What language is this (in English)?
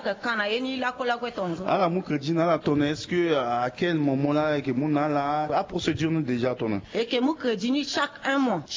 Sango